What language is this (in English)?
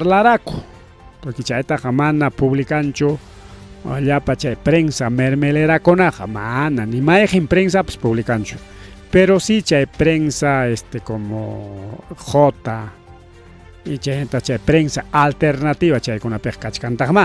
Ayacucho Quechua